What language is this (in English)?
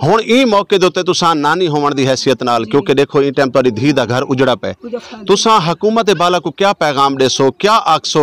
Western Panjabi